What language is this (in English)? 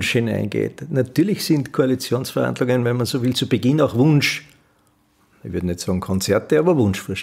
German